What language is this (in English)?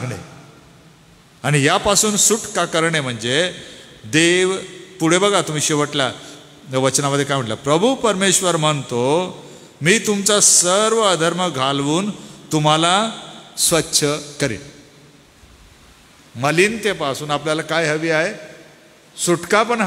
Marathi